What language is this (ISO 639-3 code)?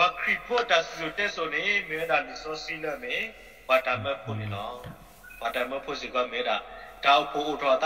ksw